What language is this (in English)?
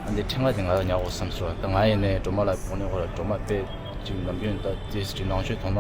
Tibetan